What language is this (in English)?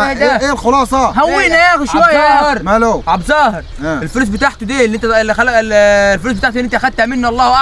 Egyptian Arabic